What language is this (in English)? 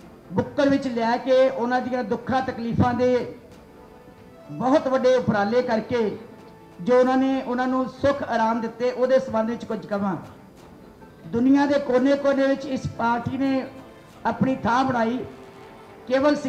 Punjabi